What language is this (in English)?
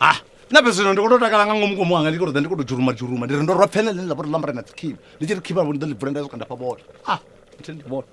Venda